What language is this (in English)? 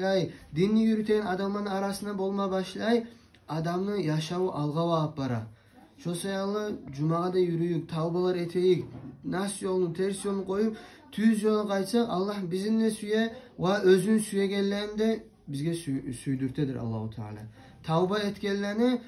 Kumyk